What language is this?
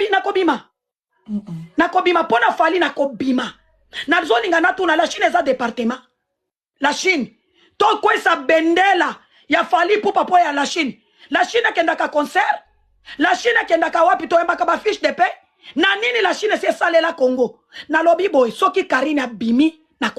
Lingala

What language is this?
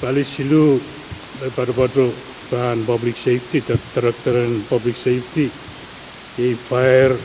Pohnpeian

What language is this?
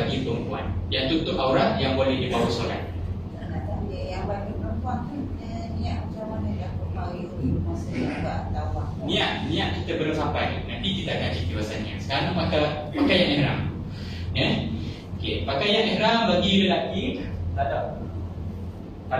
Malay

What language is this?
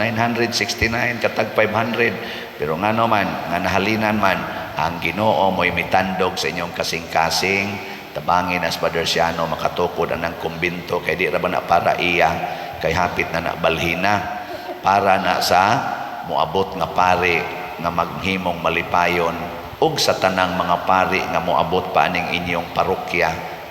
Cebuano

